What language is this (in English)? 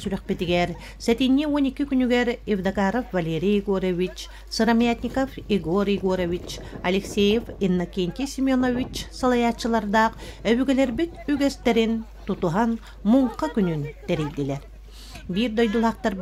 Yakut